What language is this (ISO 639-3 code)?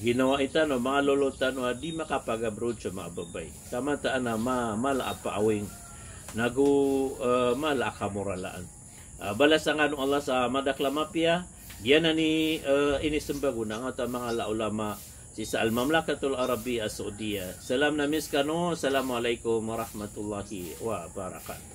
mrw